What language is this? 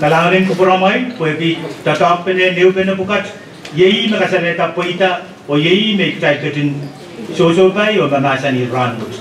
Pohnpeian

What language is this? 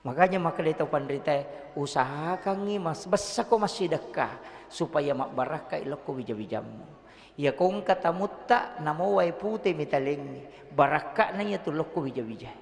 Buginese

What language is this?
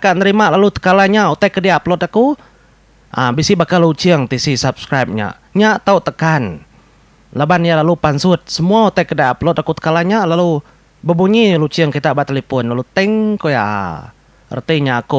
Iban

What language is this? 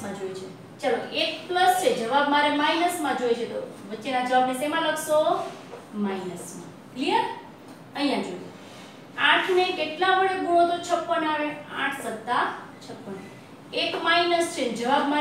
Gujarati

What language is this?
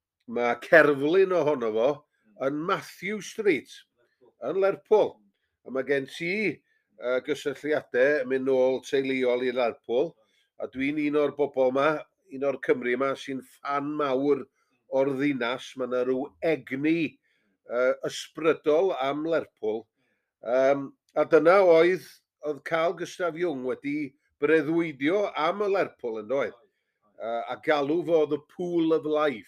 Welsh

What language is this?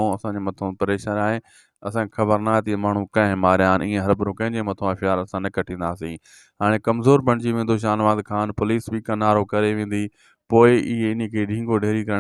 Sindhi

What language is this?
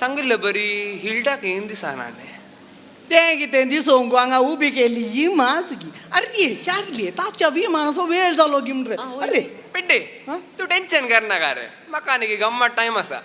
Konkani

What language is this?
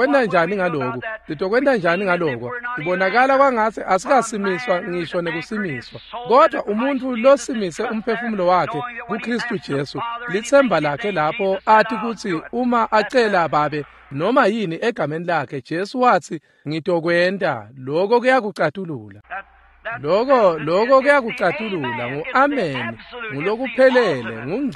Swati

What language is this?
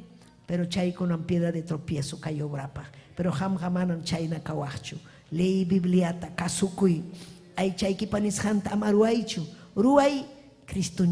Ayacucho Quechua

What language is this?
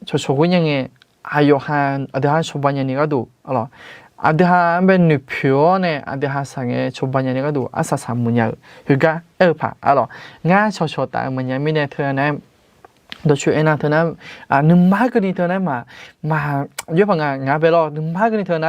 Akha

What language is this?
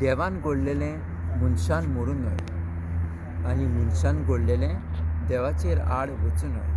Konkani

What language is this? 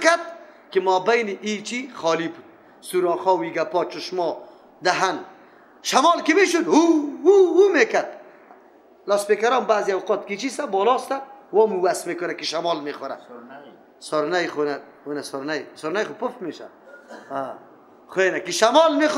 Persian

